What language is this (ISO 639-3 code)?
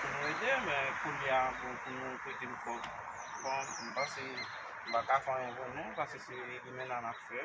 hat